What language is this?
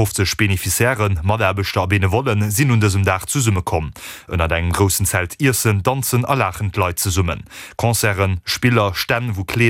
Luxembourgish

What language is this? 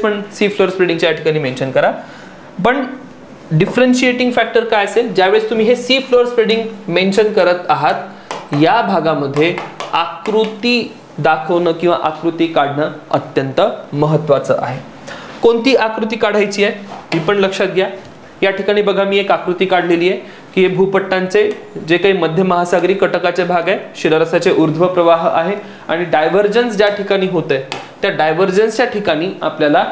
Marathi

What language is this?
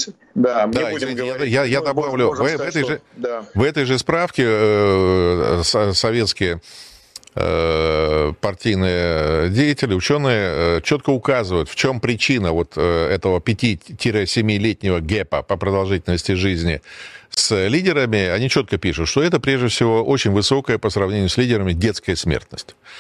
Russian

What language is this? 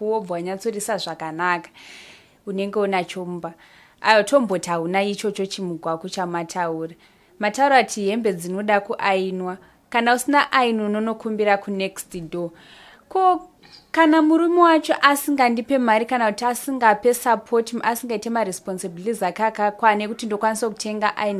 Shona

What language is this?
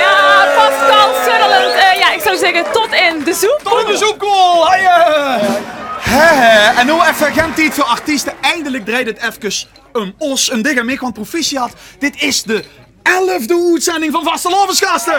Limburgish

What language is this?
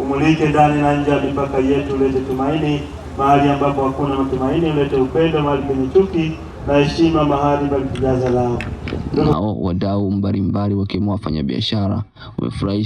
Swahili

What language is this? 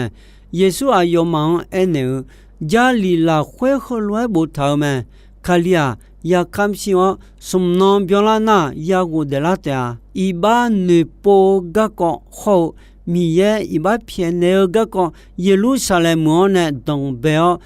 Akha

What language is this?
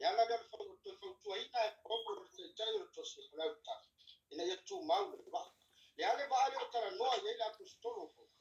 Samoan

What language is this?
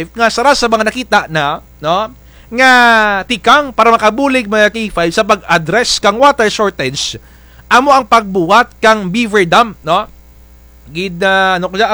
Kinaray-a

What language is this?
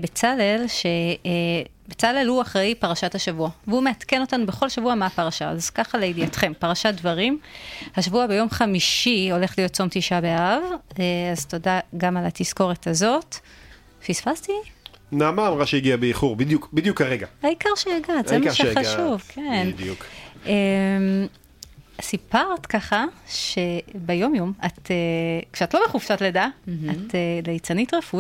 Hebrew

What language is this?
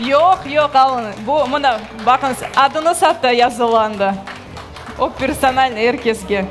Crimean Tatar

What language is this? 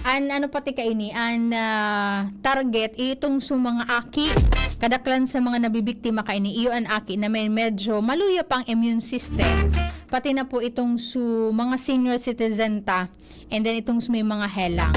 Bikol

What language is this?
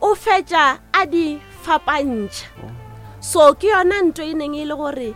Northern Sotho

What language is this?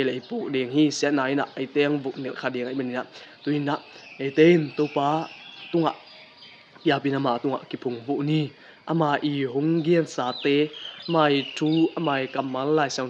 Tedim Chin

